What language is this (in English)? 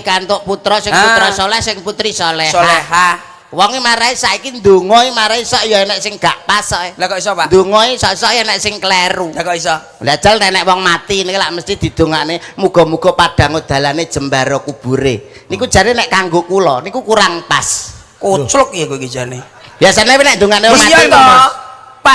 Javanese